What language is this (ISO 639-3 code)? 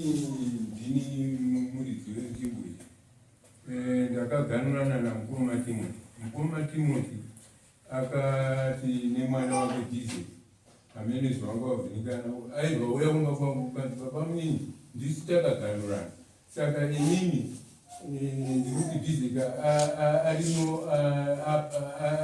sna